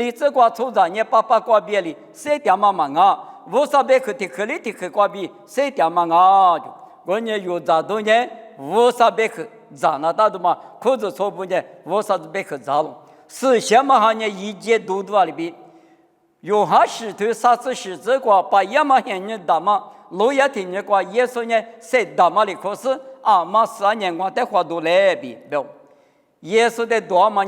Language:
Lisu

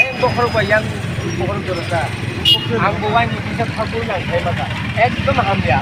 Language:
Kok Borok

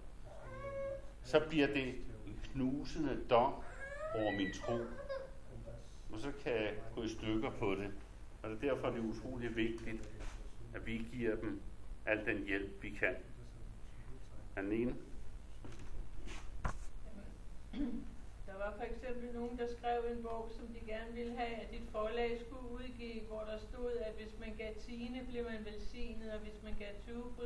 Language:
Danish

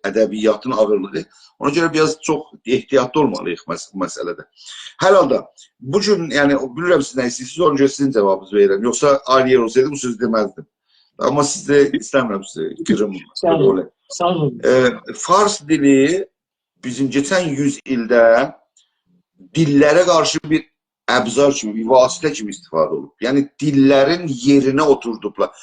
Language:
South Azerbaijani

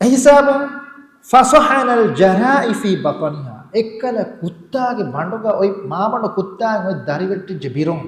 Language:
Divehi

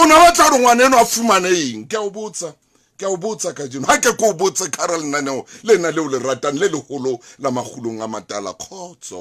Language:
Southern Sotho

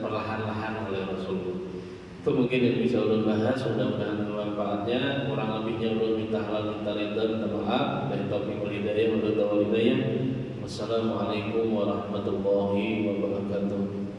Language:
Banjar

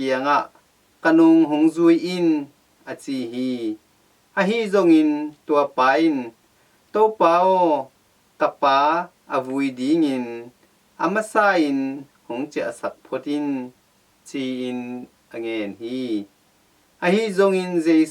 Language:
Tedim Chin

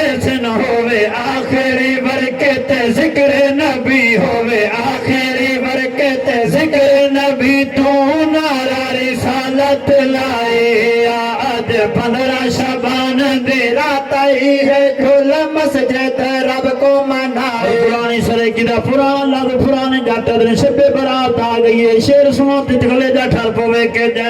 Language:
Saraiki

